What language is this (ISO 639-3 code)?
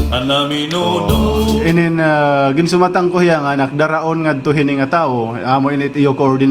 war